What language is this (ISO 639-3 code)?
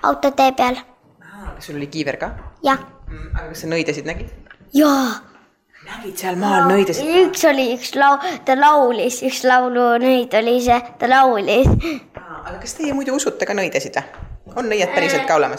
est